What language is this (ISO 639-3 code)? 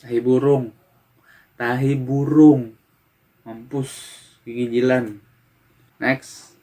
bjn